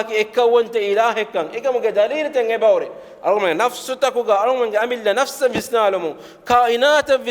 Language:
Divehi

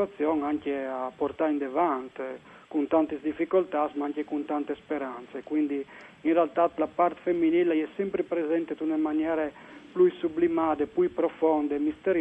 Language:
Friulian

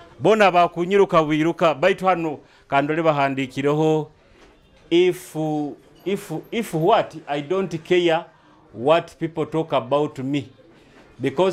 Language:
Nyoro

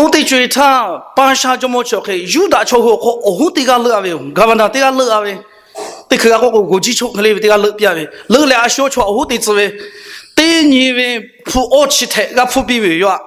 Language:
Lahu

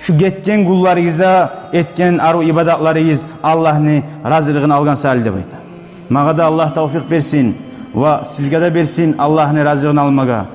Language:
Kumyk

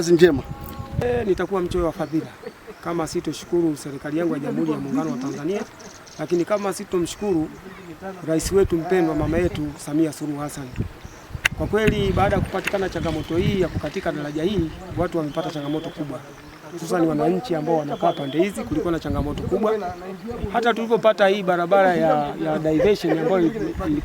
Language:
Swahili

